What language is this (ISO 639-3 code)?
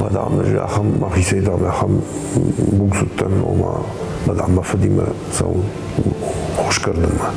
oss